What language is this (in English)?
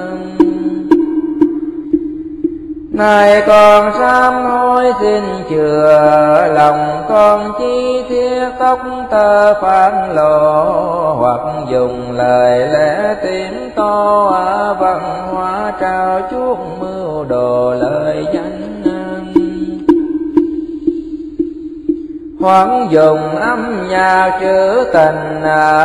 Vietnamese